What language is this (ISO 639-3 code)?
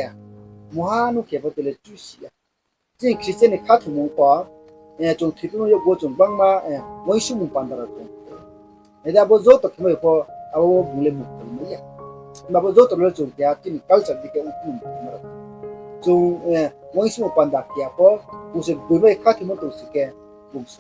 ria